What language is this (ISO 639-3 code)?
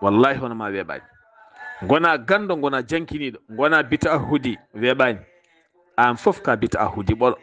ful